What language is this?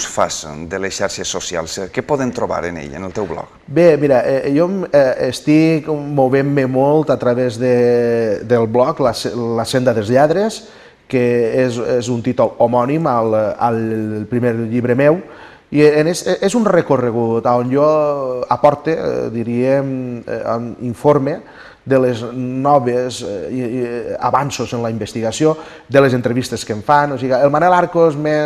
Catalan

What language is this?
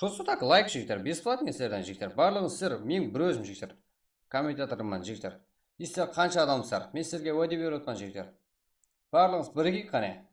Kara-Kalpak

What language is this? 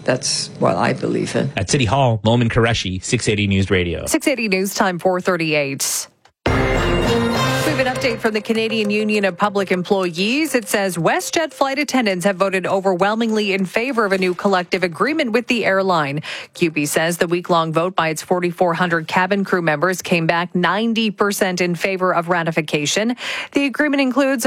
English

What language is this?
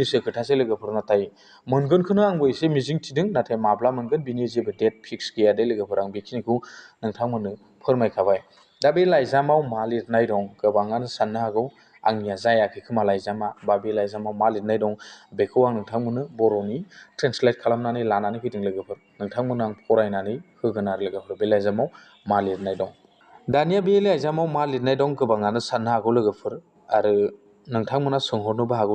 Bodo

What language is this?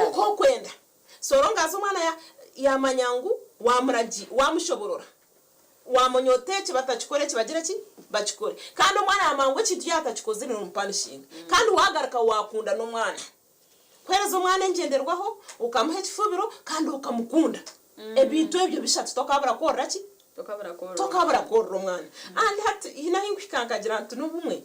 Nyankole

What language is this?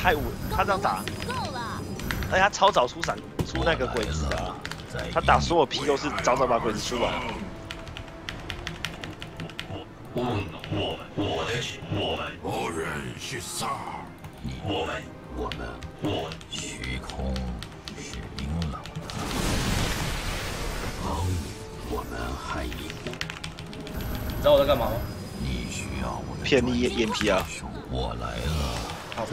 Chinese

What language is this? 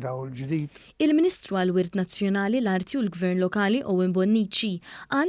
Maltese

